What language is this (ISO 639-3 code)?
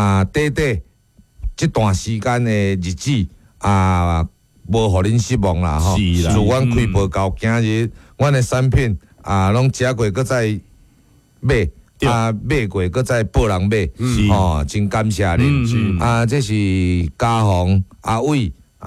nan